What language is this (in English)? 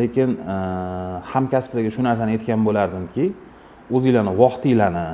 Uzbek